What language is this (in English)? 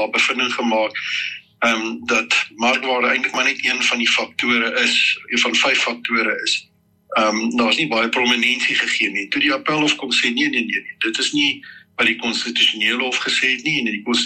Afrikaans